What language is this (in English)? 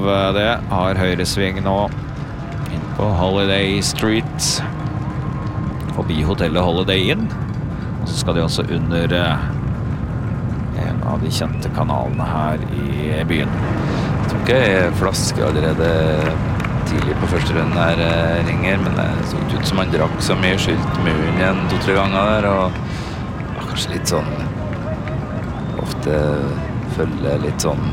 Norwegian